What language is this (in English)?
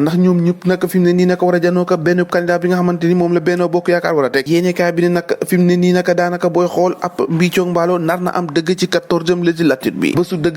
Wolof